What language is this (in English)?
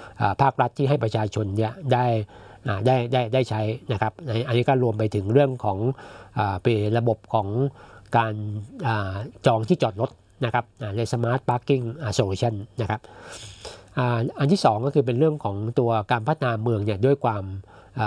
Thai